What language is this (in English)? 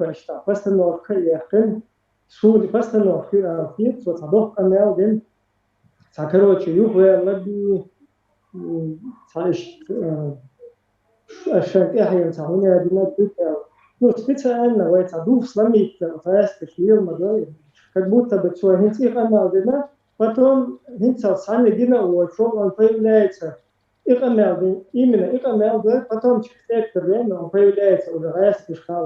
Chechen